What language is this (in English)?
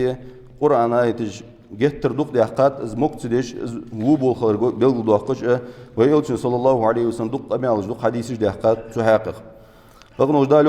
Ingush